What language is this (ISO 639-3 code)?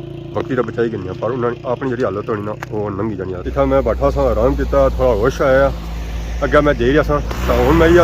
phr